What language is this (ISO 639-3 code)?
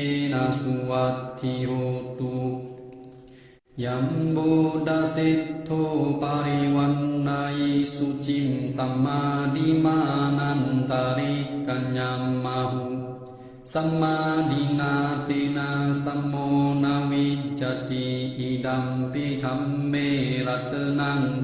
pli